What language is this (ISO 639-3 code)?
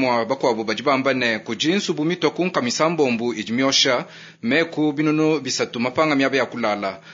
lua